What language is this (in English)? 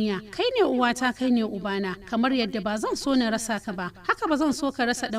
Hausa